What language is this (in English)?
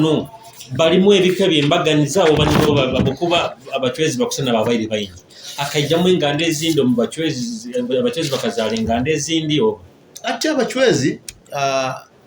Nyoro